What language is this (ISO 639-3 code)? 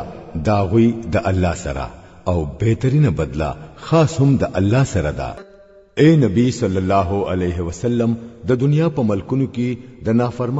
pus